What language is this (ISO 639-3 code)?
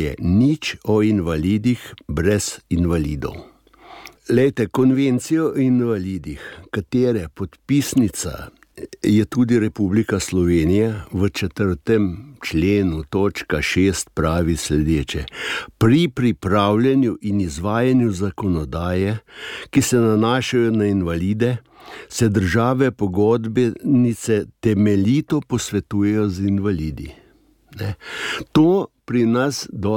slv